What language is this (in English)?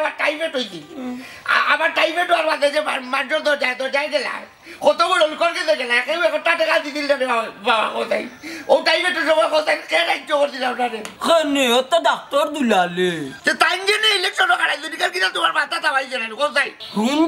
Sylheti